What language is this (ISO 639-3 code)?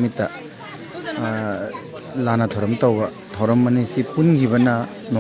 mni